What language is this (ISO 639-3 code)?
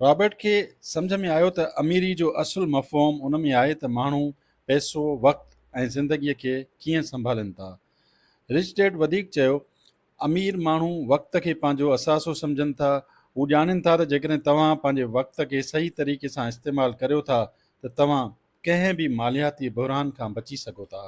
snd